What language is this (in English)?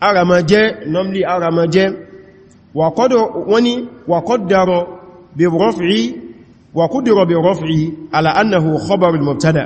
Yoruba